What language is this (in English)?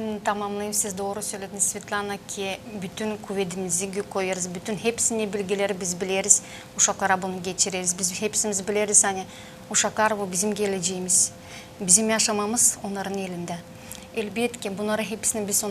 Gagauz